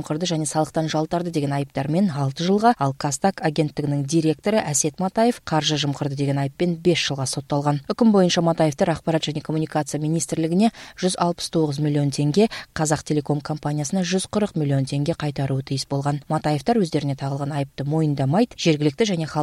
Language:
Kyrgyz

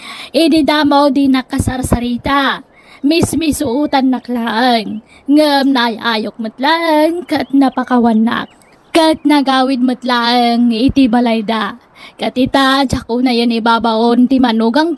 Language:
Iloko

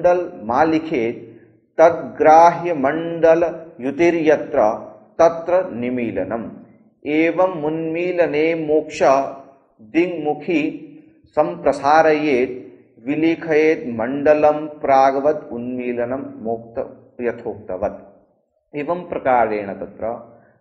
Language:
Sanskrit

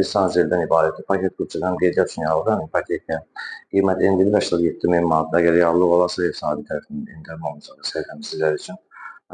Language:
Azerbaijani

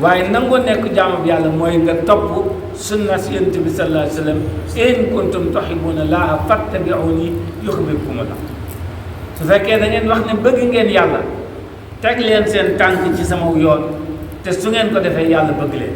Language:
Wolof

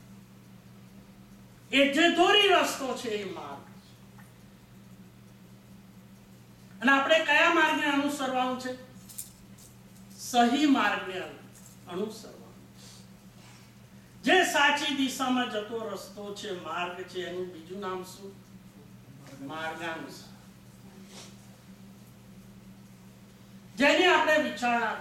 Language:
Gujarati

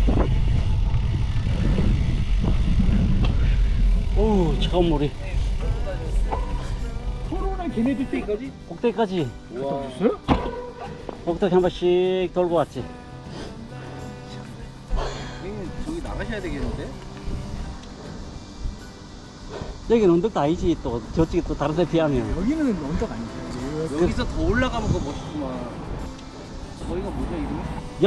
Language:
Korean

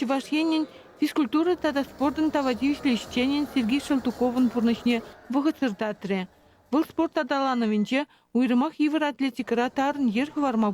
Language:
Chuvash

